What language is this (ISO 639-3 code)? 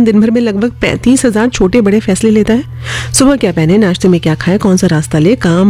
hin